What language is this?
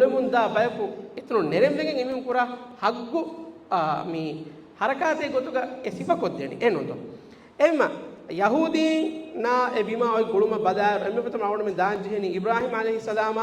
Divehi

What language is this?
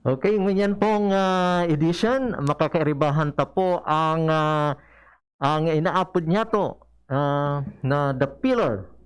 Bikol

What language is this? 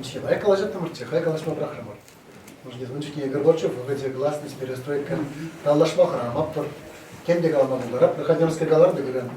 Chuvash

